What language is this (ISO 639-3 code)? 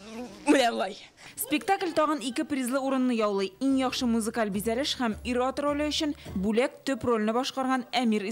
tat